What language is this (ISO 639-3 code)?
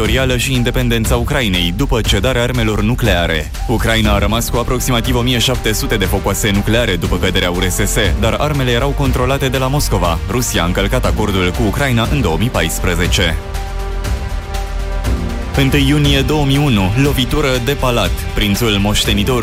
ron